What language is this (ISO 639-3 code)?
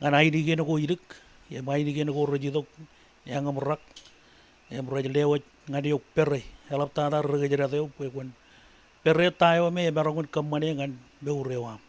mah